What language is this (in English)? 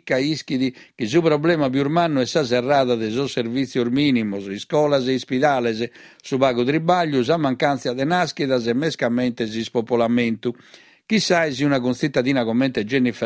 Sardinian